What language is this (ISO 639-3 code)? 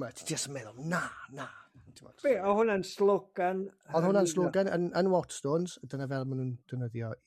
cym